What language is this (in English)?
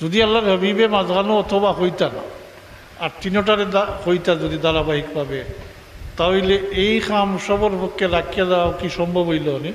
Sylheti